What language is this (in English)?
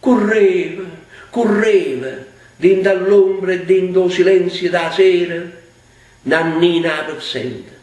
Neapolitan